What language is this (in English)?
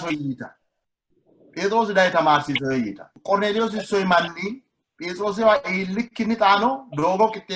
Sidamo